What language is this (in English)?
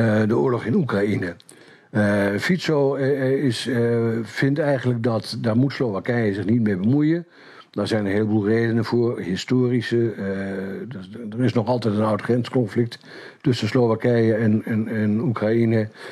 Dutch